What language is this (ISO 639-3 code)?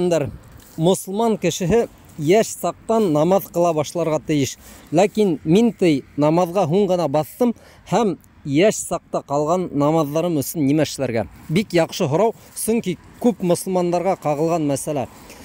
bak